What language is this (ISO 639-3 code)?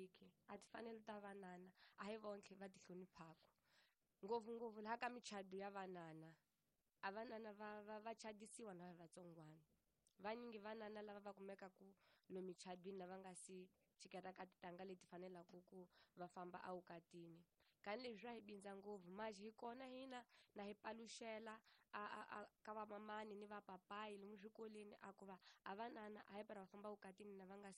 tso